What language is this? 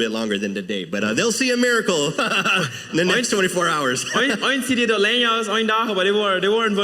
Plautdietsch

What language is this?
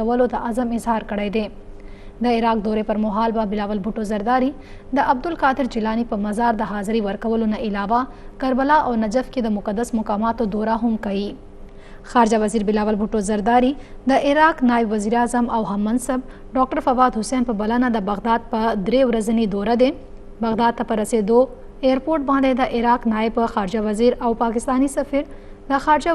Pashto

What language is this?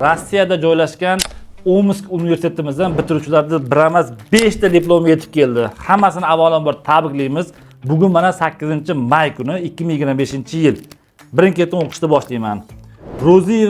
Uzbek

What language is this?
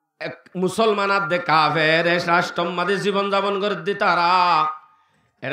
Rohingya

